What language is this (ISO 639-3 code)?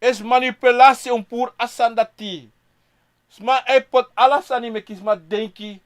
srn